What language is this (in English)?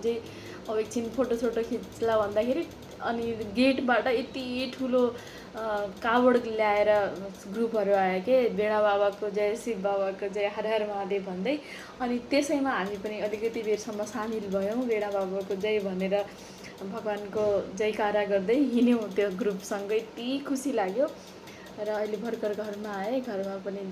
Nepali